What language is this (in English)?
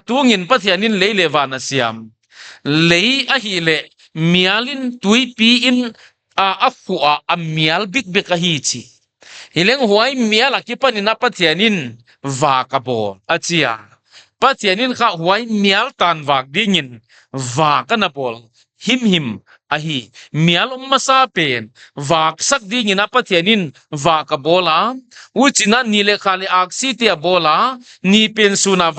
Paite Chin